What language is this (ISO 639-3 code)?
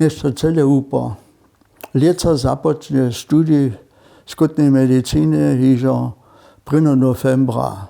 hsb